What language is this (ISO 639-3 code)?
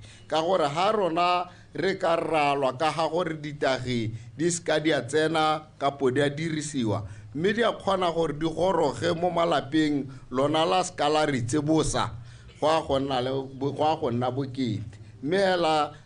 tsn